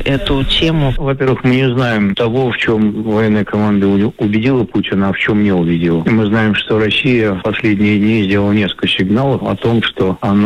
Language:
Russian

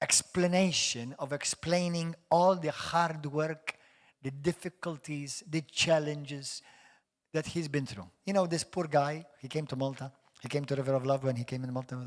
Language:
English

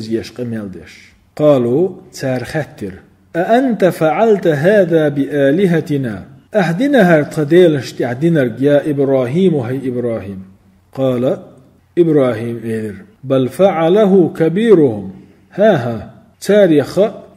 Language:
Chechen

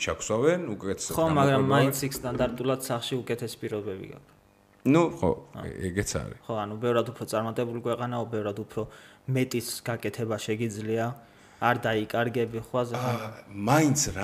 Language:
Georgian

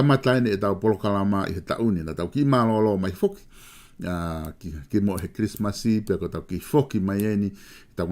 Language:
Tongan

